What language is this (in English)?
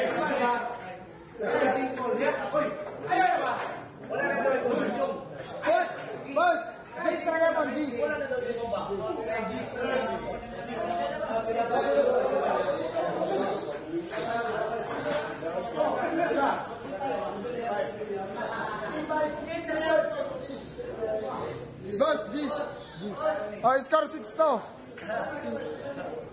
Filipino